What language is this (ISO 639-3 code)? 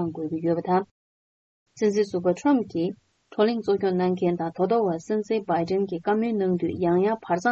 bod